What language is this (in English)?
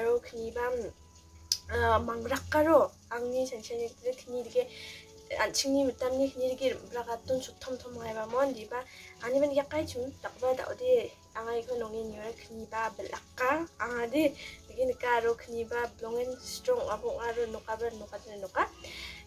Garo